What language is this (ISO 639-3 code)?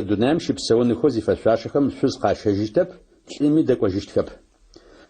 ady